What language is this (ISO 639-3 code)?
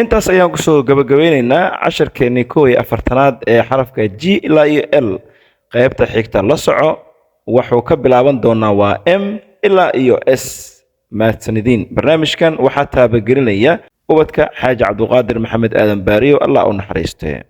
som